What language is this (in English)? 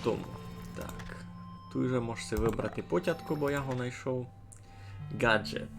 Rusyn